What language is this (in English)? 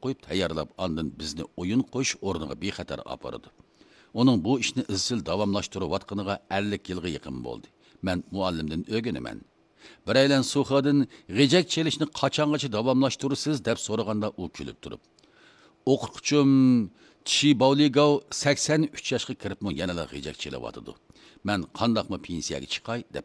Uyghur